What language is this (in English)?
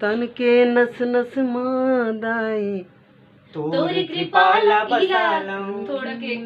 Chhattisgarhi